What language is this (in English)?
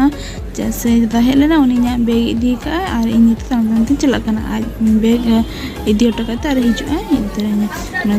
Santali